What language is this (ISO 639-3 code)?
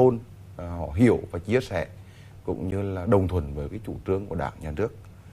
vie